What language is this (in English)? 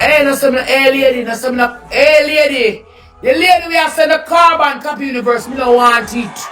Jamaican Creole English